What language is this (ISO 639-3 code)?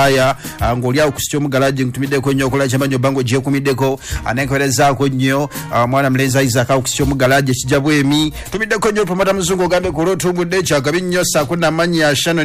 lug